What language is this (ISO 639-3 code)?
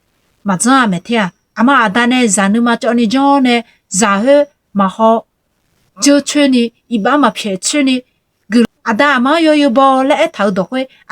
ahk